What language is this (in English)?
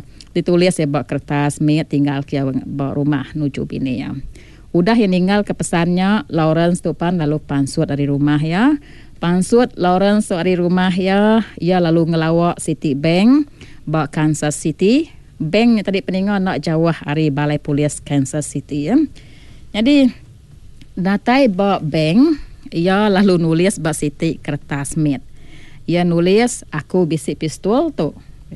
Iban